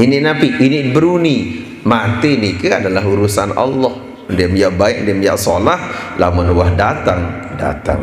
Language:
Sasak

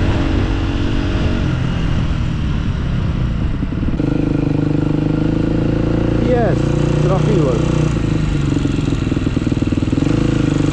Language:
Polish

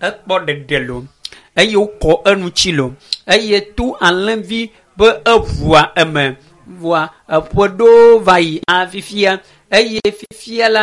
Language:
Ewe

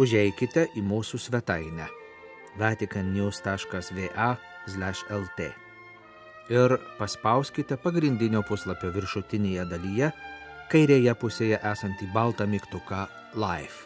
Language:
Lithuanian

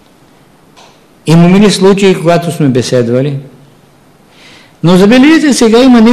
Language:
Bulgarian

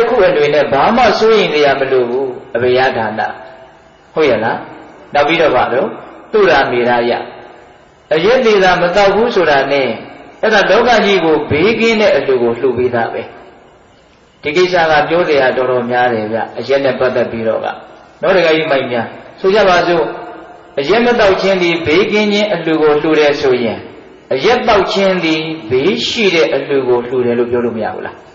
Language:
Burmese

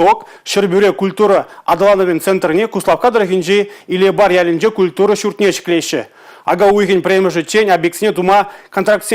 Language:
Chuvash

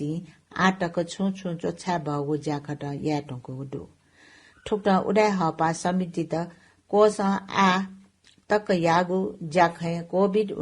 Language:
Newari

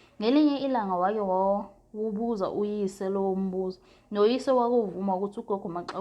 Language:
Zulu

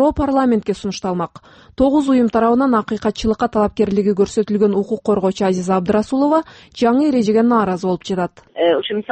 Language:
Kyrgyz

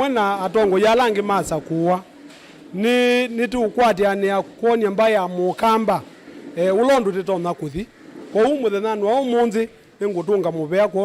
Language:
Kamba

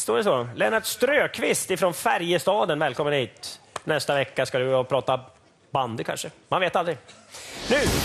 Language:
Swedish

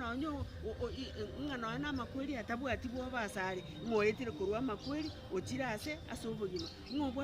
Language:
Gusii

